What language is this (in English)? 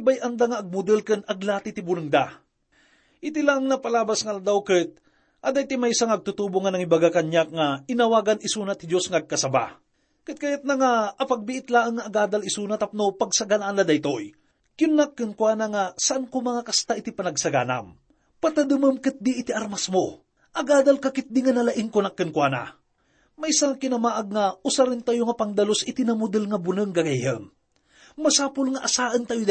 Iloko